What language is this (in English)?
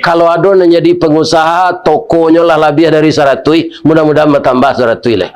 Minangkabau